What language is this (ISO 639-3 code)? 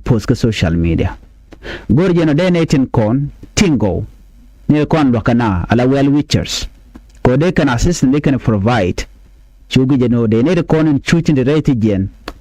nus